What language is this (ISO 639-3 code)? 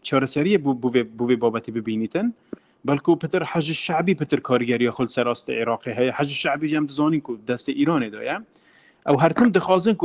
kur